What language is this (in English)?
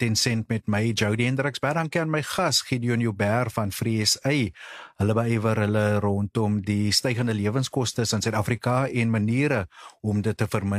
Afrikaans